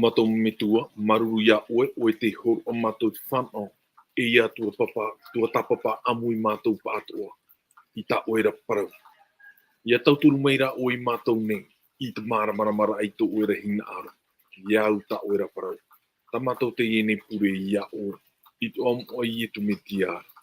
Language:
Tahitian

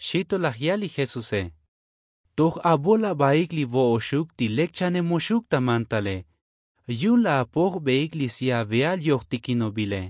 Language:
Tzotzil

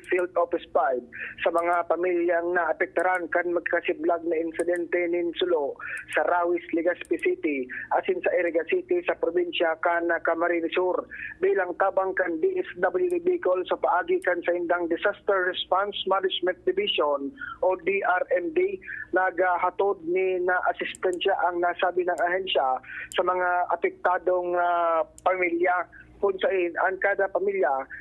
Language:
Bikol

